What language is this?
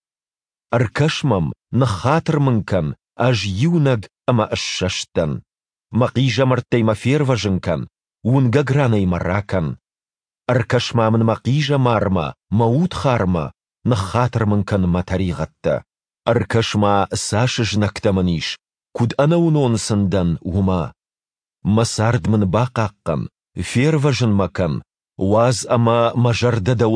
Ossetic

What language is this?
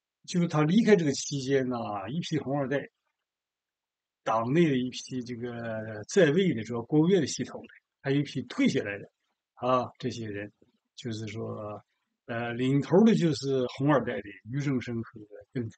Chinese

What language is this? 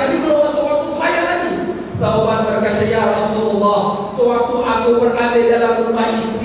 Malay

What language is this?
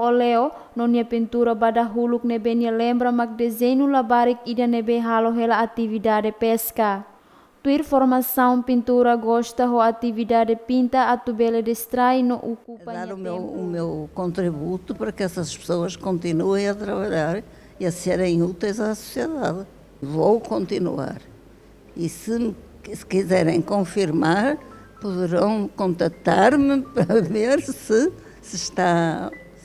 Tetum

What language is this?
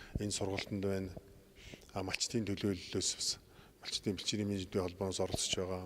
Mongolian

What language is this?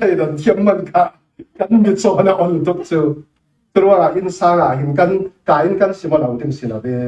Falam Chin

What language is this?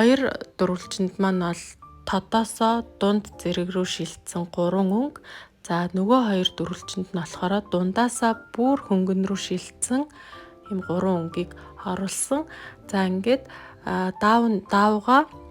Mongolian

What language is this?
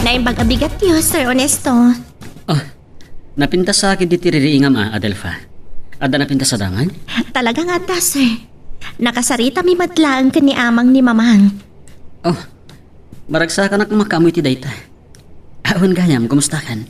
Iloko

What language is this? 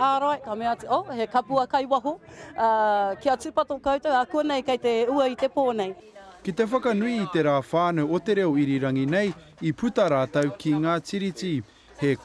Māori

